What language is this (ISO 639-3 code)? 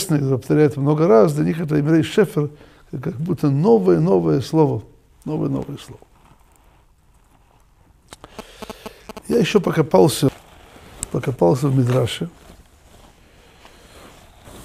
rus